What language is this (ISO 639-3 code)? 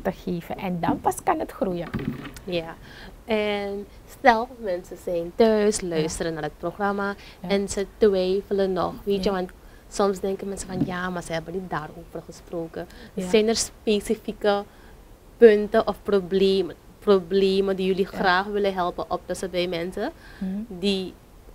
nld